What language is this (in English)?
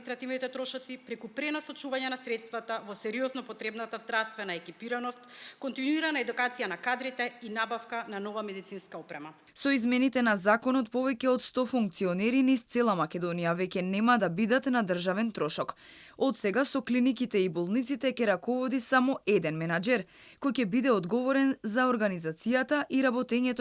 Macedonian